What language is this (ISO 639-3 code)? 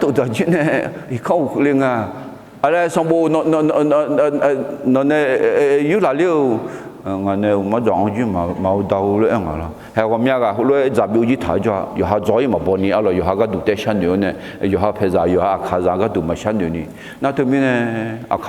ahk